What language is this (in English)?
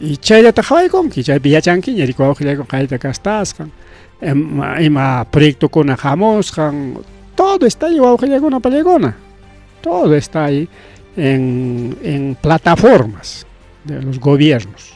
Ayacucho Quechua